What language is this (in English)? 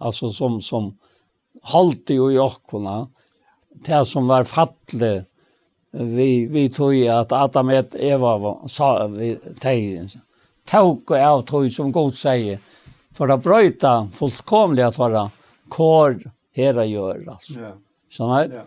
Faroese